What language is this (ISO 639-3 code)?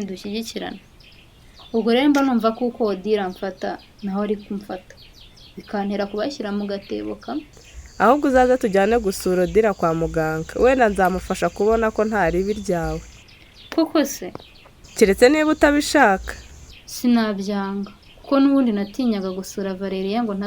kin